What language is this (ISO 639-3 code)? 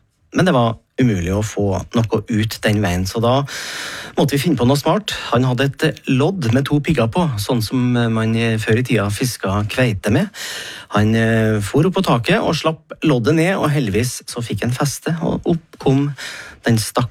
nor